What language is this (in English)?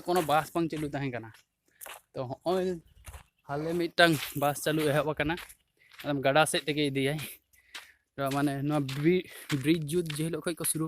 Santali